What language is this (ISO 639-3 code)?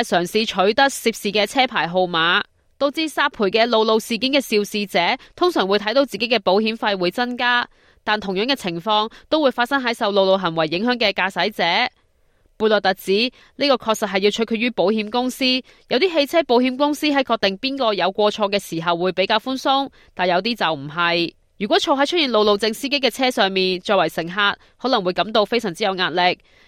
yue